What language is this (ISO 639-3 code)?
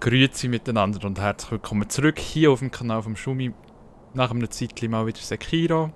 gsw